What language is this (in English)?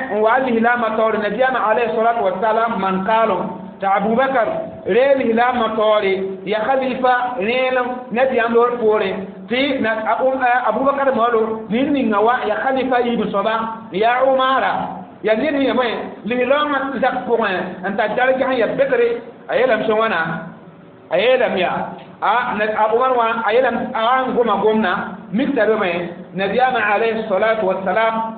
Mossi